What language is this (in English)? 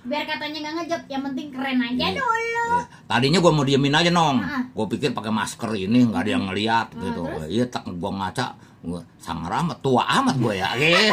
Betawi